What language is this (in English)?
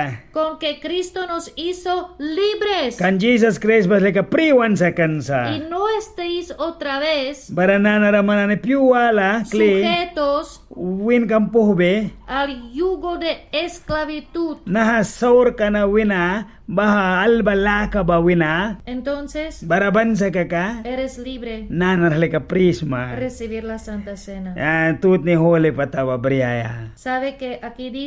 Mískito